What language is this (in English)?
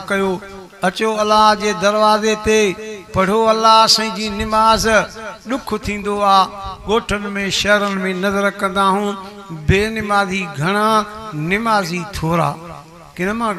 Sindhi